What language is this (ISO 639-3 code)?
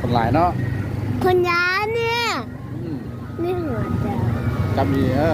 lao